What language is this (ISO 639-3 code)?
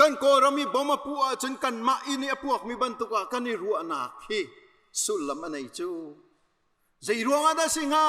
cnh